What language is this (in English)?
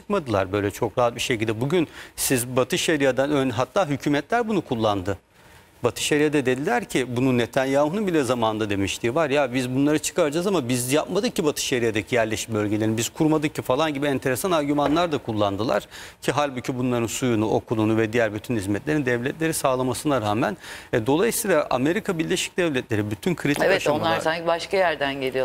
Turkish